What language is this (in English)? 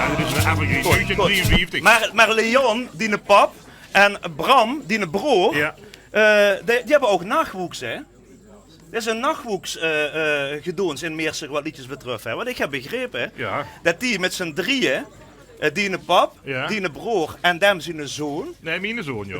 Limburgish